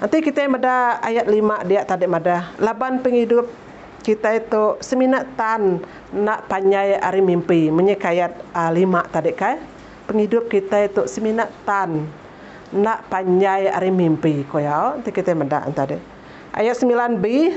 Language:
Iban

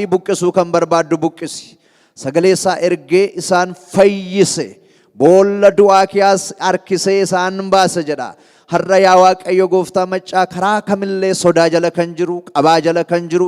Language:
Oromo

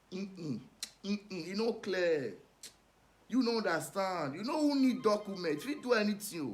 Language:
Nigerian Pidgin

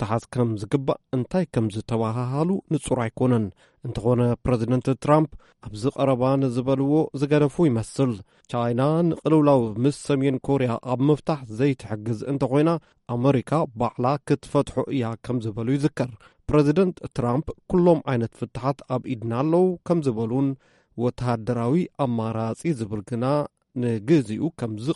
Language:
Tigrinya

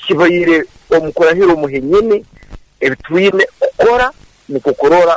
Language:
Nyoro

